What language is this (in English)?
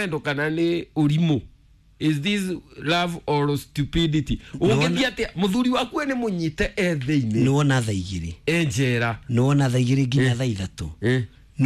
Kikuyu